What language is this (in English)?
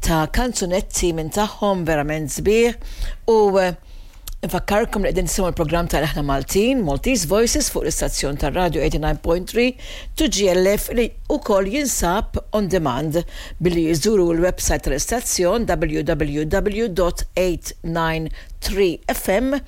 Maltese